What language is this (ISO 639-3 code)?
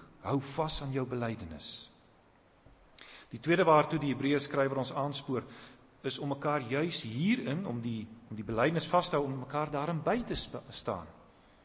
afr